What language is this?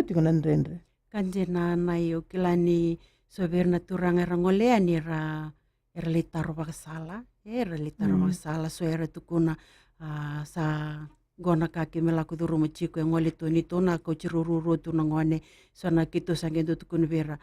Fijian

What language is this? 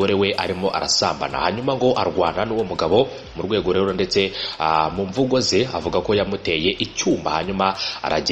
Kinyarwanda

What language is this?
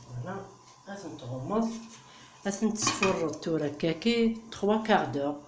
Kabyle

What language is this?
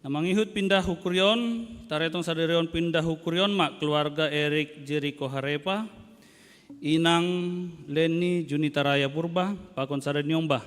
Batak Simalungun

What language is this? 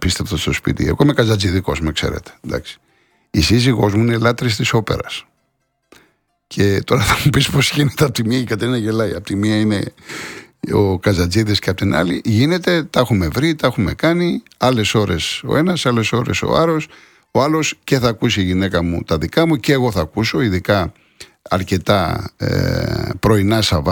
Greek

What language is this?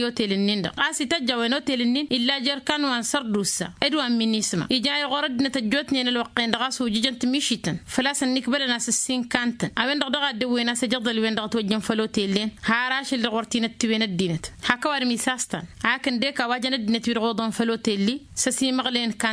Tamasheq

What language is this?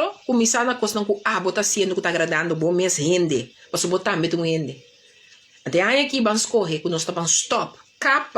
Papiamento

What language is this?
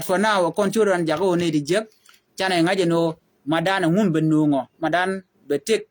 Nuer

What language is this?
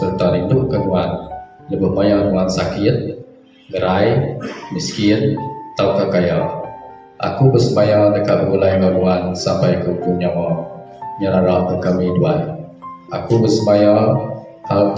Iban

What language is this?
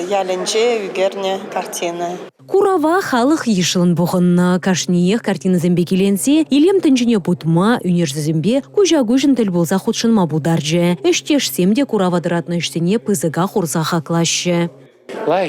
Chuvash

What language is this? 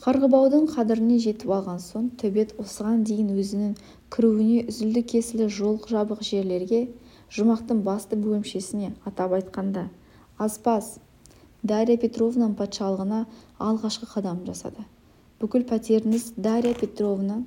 Kazakh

